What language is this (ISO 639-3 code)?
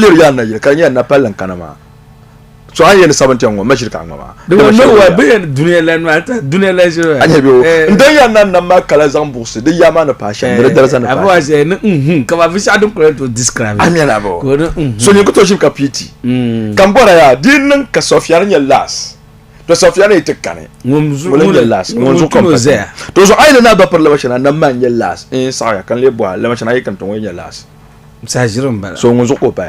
dag